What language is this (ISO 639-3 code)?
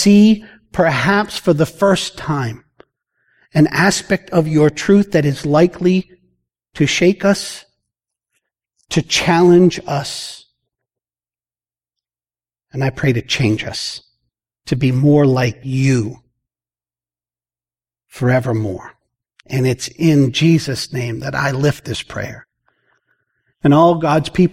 eng